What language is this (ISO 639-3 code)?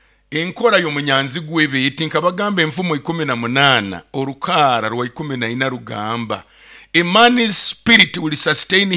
nyo